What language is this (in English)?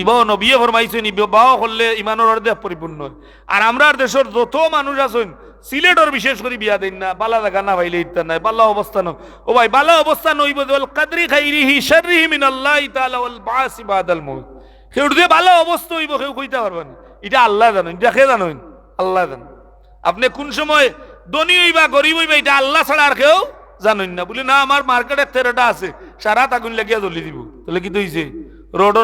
Sylheti